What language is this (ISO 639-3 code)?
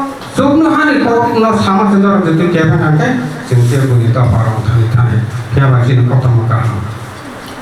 trp